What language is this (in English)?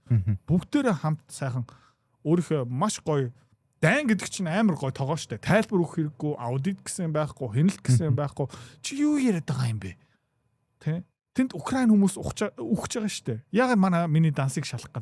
Mongolian